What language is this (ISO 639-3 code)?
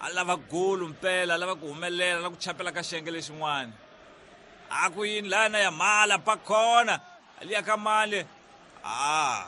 tso